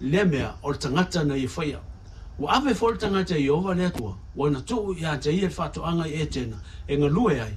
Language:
Samoan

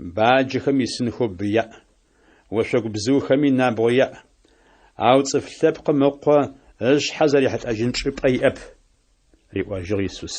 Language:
Adyghe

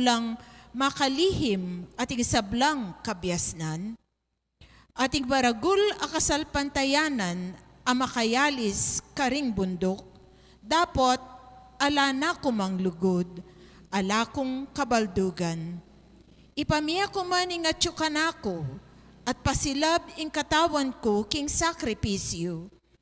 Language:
Pampanga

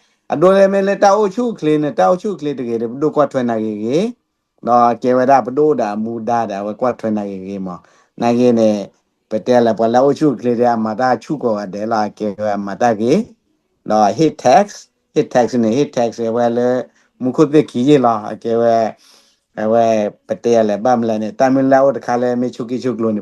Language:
S'gaw Karen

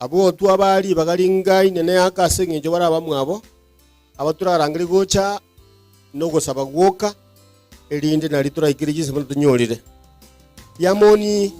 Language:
Gusii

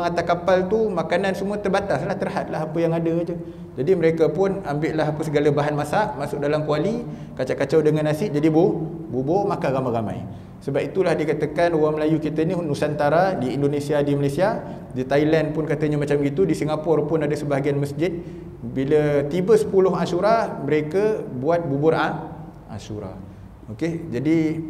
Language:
Malay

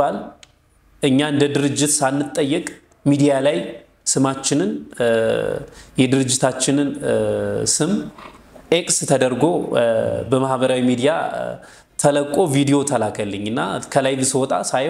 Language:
Amharic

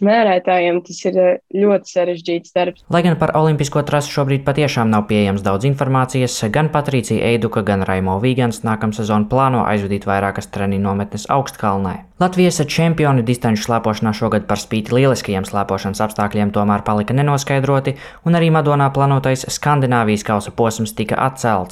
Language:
Latvian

